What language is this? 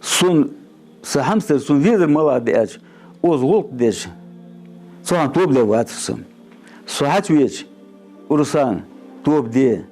Ingush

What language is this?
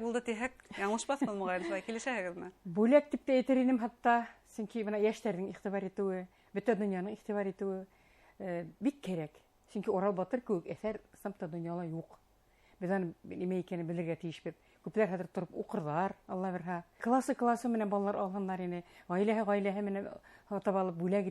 Bashkir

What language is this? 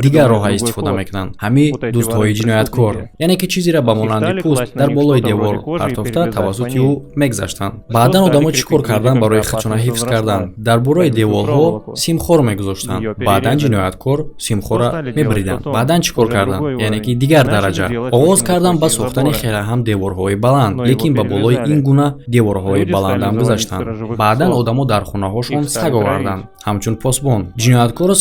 Tajik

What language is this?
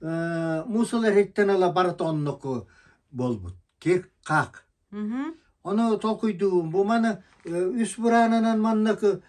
Yakut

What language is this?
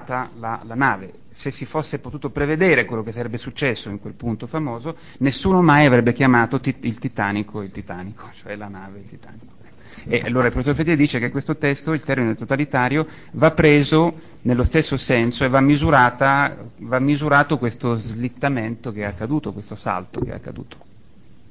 Italian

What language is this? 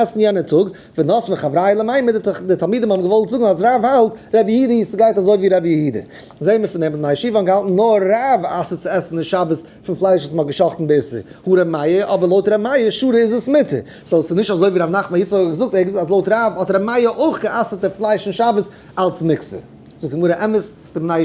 Yiddish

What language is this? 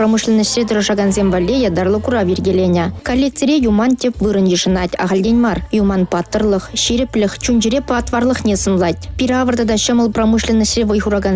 Chuvash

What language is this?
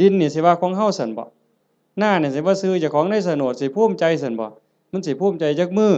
Northeastern Thai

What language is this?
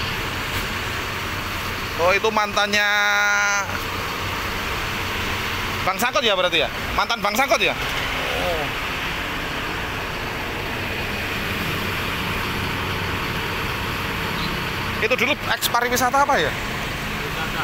Indonesian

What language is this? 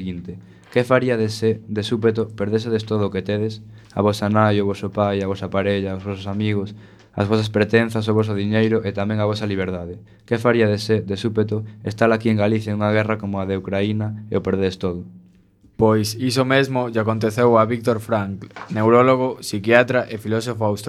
Galician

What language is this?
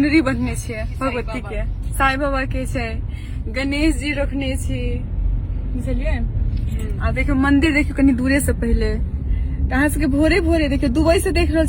Maithili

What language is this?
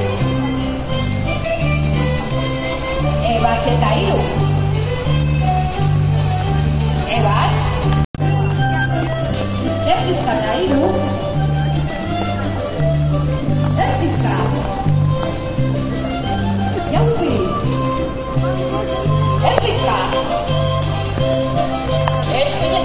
Basque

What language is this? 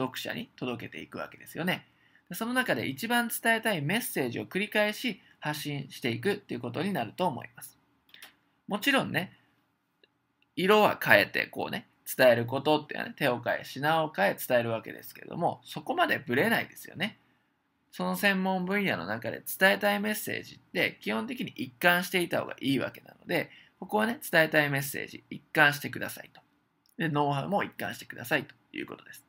Japanese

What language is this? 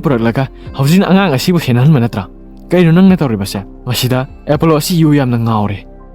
Manipuri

